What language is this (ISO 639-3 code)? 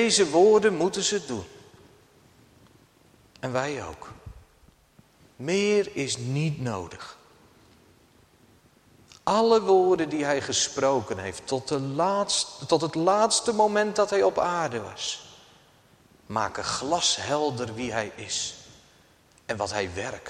nld